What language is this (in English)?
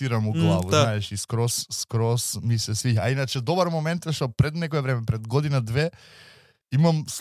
Macedonian